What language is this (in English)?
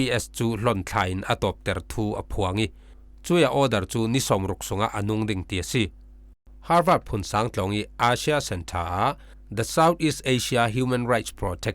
Falam Chin